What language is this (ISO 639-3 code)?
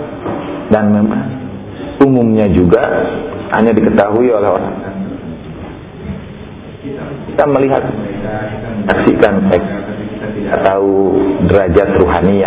ind